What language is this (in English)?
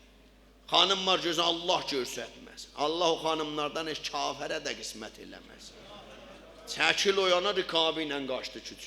South Azerbaijani